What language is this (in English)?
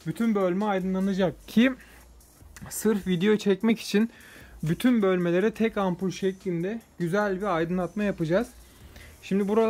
Turkish